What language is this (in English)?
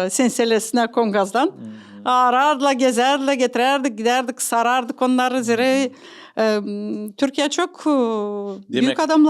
Gagauz